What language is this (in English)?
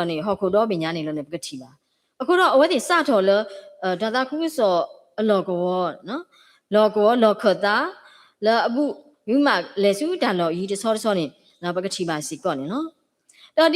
S'gaw Karen